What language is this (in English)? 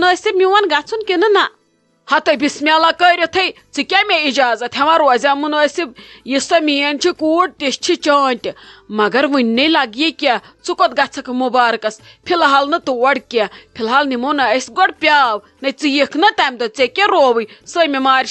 Kashmiri